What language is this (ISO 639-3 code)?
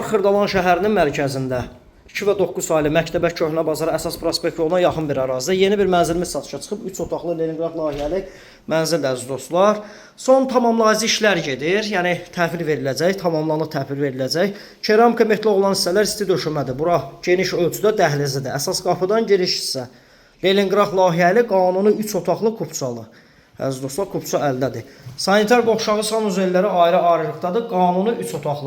aze